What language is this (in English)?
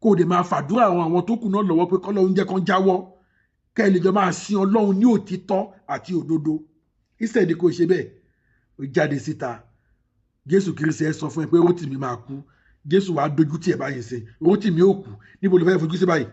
Yoruba